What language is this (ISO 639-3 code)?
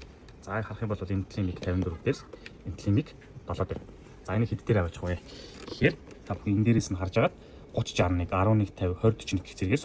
mon